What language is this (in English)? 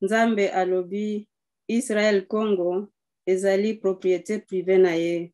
Lingala